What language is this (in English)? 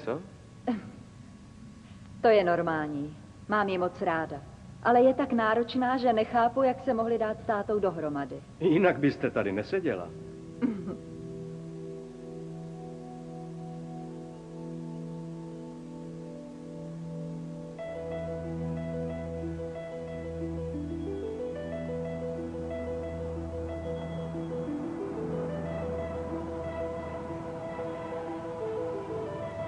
Czech